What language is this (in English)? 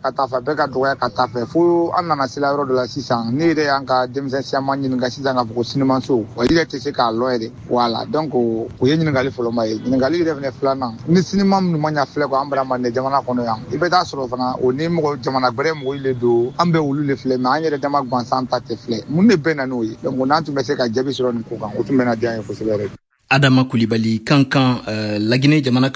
Bambara